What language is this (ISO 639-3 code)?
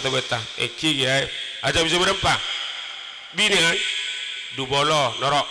mad